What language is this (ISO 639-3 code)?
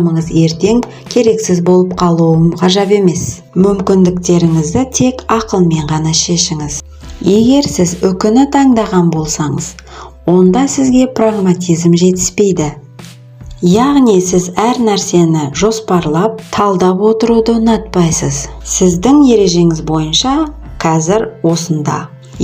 kaz